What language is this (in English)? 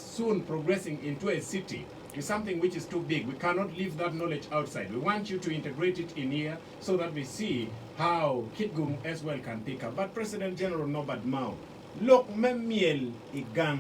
Acoli